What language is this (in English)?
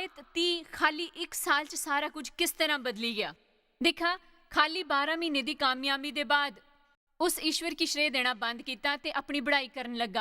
Dogri